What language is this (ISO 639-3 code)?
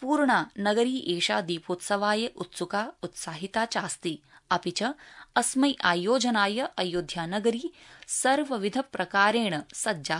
san